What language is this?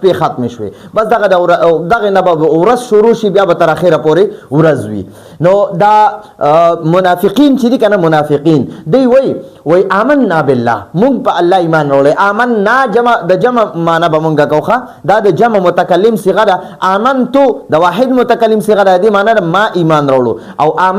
Pashto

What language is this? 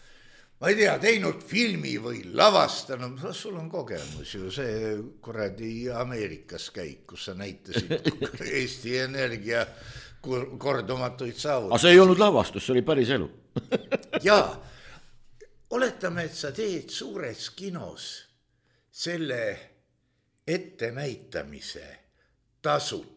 Estonian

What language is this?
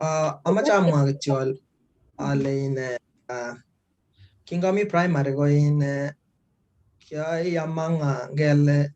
Kalenjin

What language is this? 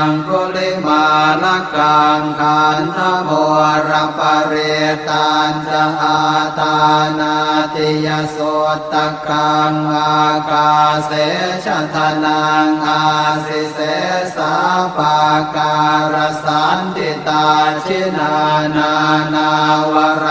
Pali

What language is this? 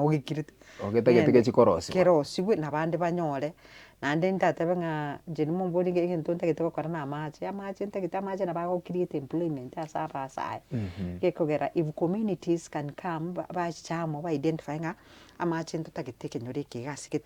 Gusii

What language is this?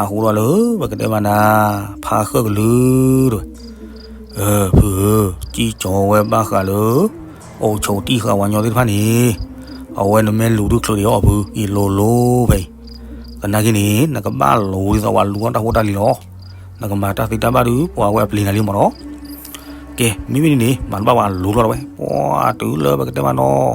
S'gaw Karen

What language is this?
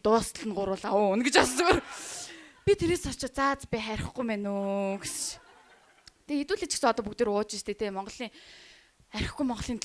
Mongolian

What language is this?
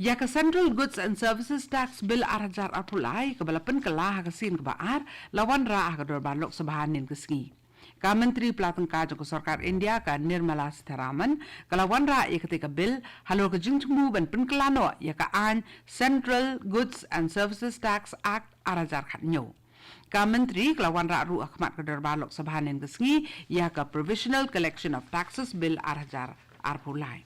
Khasi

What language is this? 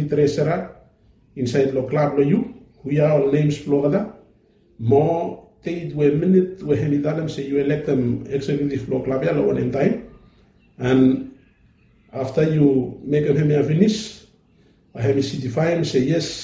Bislama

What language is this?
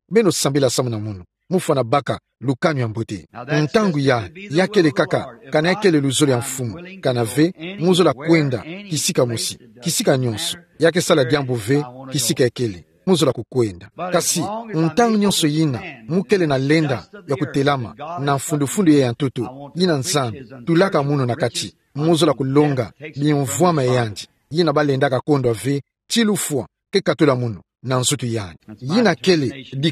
Kituba (Democratic Republic of Congo)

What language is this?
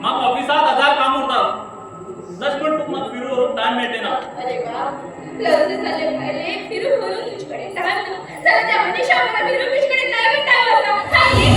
Konkani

